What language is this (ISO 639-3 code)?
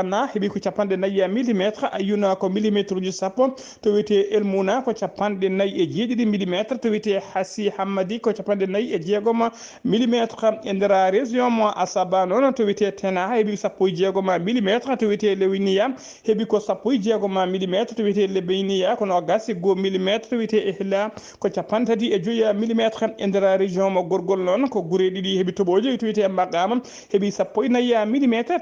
ful